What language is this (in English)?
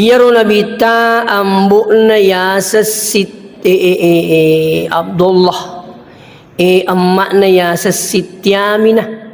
Buginese